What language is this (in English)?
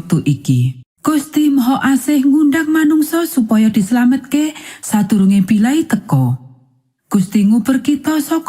Javanese